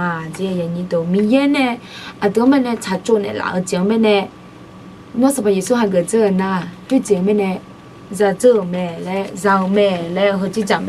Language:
Akha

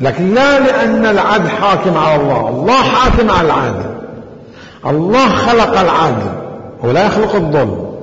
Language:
Mesopotamian Arabic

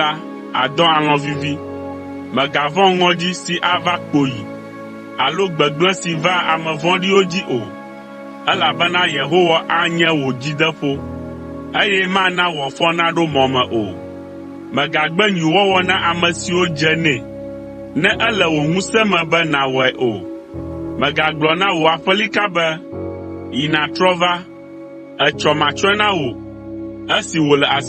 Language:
Ewe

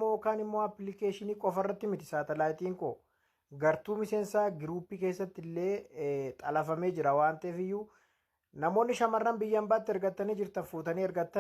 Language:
Oromo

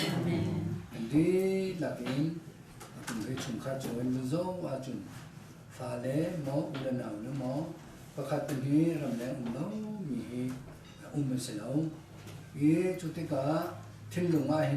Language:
Hakha Chin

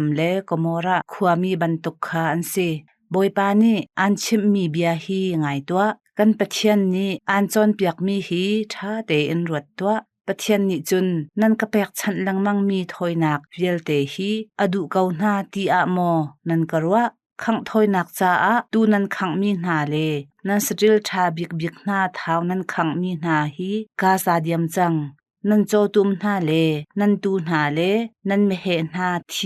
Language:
Hakha Chin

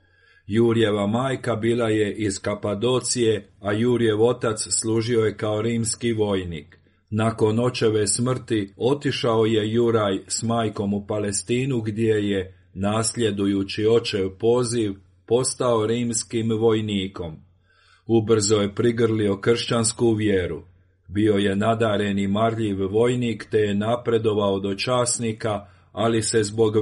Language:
Croatian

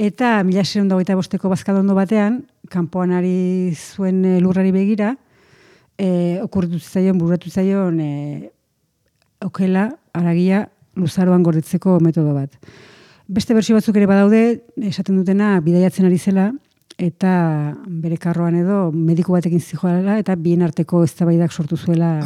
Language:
Basque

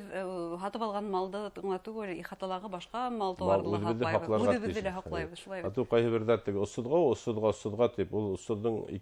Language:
Bashkir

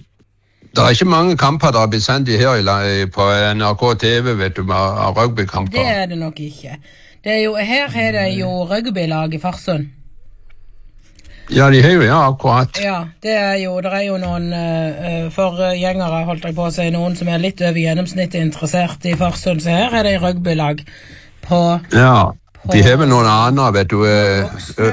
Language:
Norwegian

